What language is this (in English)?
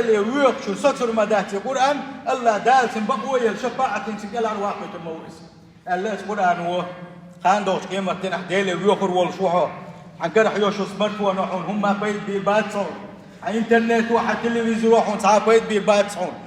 Chechen